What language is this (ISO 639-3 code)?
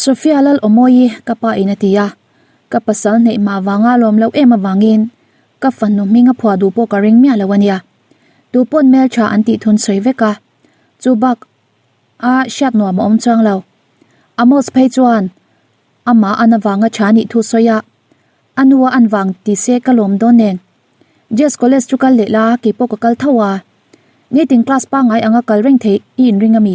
lus